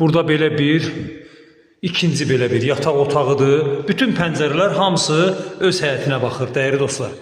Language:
Azerbaijani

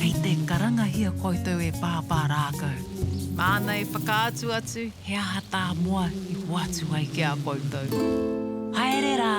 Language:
Māori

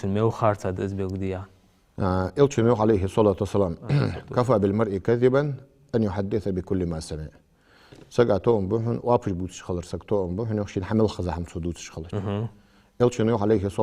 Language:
Ingush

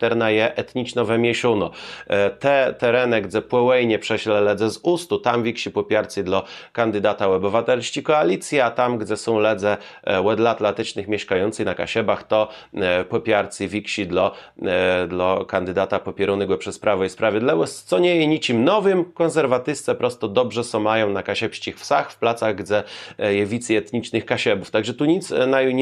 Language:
Kashubian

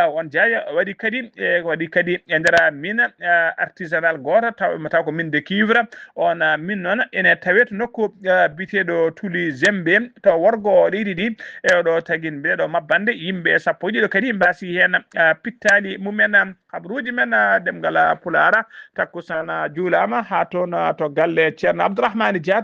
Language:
Fula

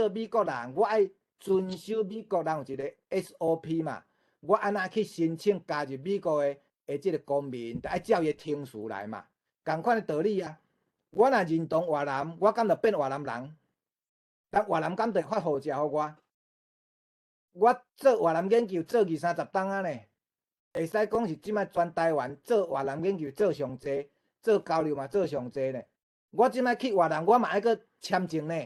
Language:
Min Nan Chinese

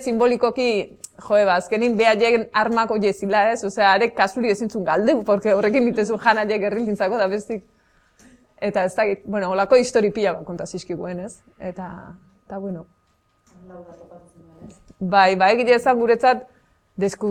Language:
Basque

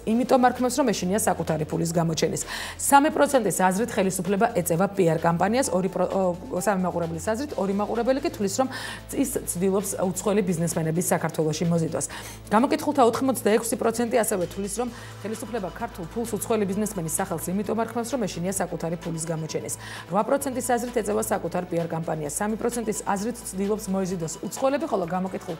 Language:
Georgian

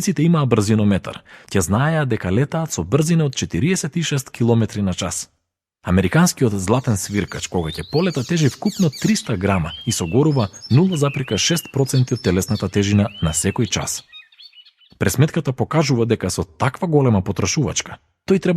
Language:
Macedonian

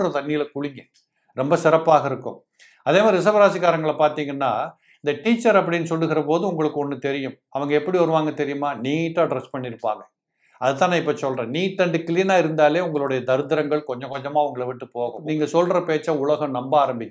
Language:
Tamil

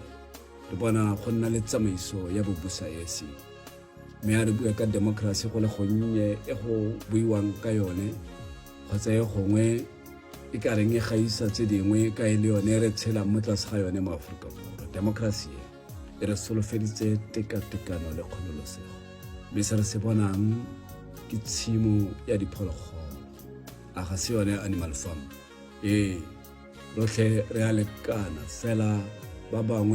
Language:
Tswana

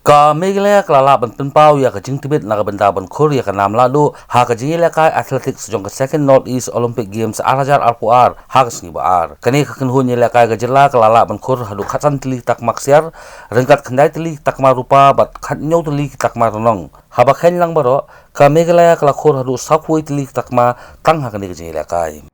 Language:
Khasi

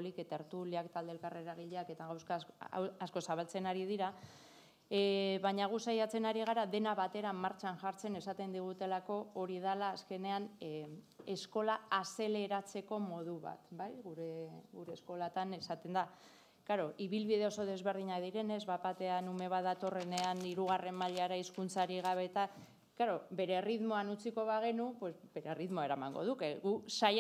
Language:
Basque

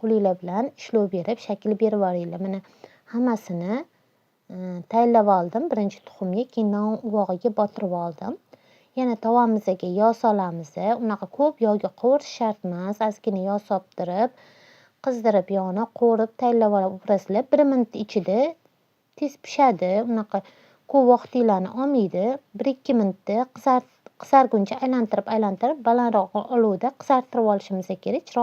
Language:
Uzbek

